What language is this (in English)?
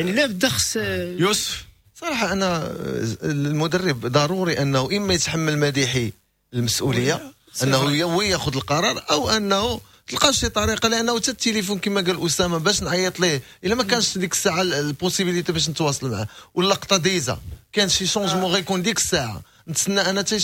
Moroccan Arabic